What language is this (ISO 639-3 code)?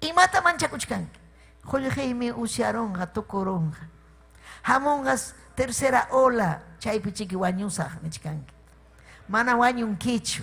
quy